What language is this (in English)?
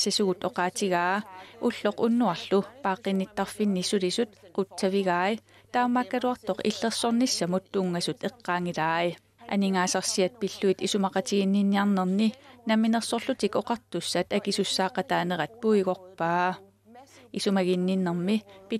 Kalaallisut